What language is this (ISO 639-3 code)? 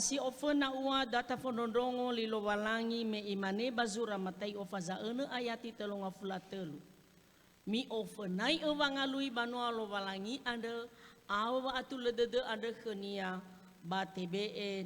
nia